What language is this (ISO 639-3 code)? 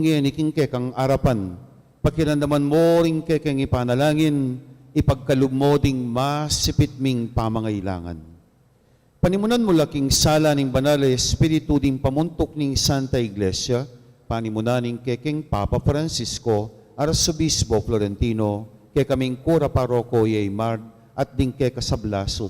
pam